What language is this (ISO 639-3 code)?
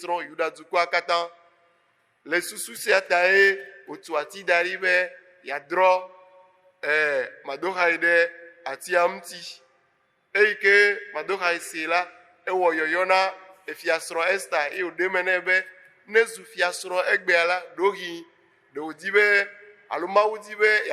ewe